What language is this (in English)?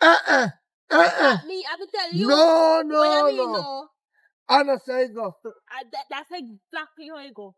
Jamaican Creole English